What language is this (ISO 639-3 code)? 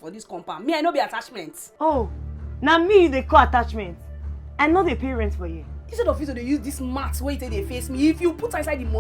pcm